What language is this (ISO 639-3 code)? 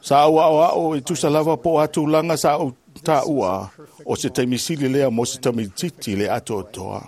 smo